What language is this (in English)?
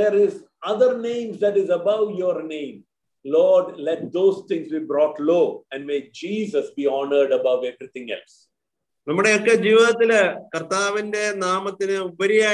Malayalam